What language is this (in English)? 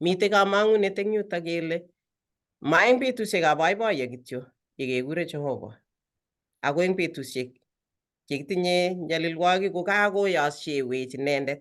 Kalenjin